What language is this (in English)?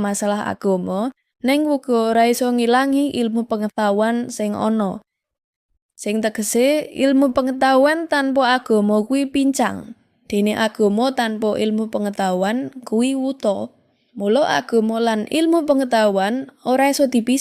Javanese